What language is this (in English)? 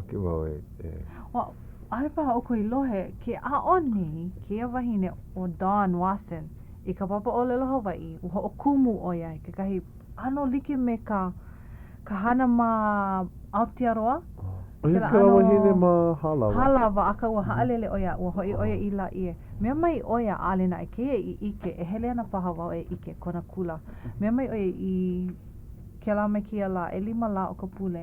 Hawaiian